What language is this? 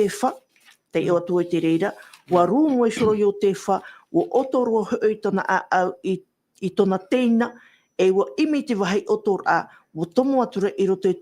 Tahitian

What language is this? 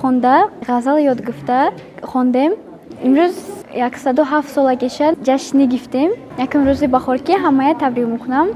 Tajik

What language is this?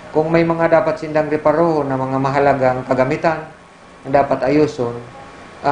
Bikol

